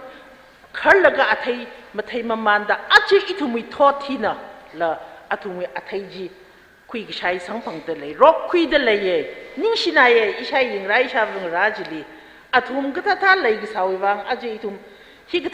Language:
Tangkhul Naga (India)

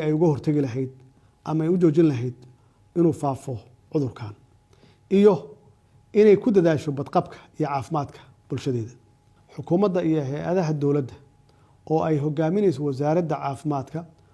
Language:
Somali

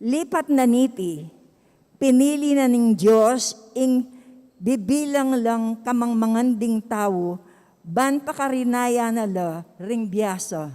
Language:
Pampanga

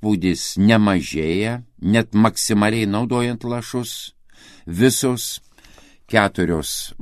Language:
Lithuanian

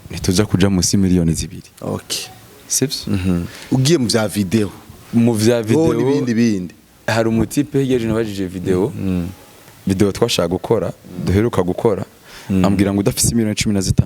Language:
Rundi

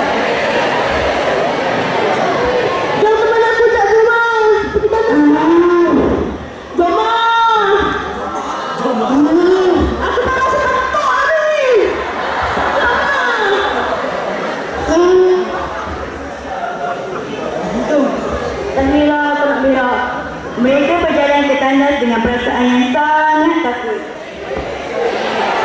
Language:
Malay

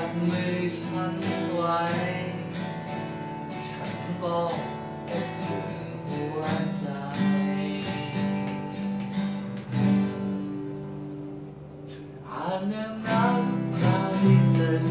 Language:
Thai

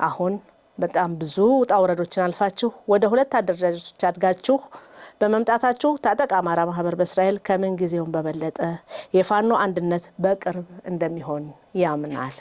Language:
Amharic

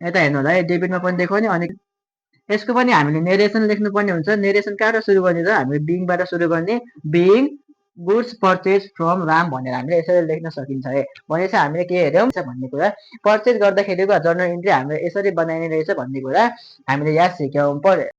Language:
Nepali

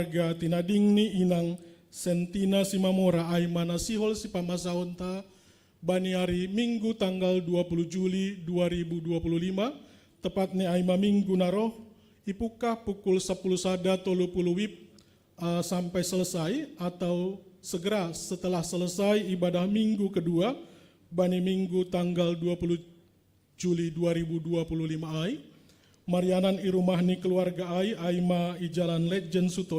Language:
Batak Simalungun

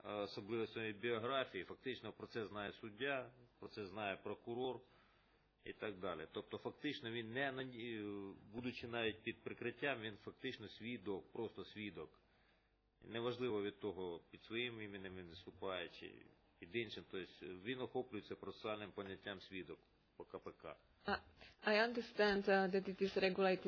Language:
Ukrainian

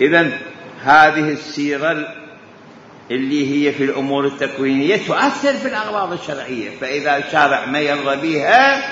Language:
Mesopotamian Arabic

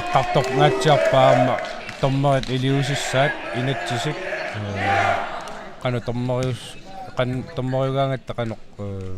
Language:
Kalaallisut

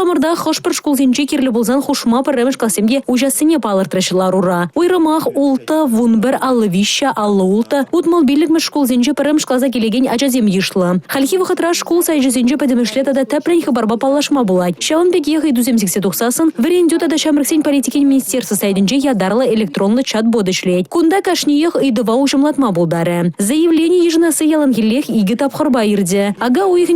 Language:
Chuvash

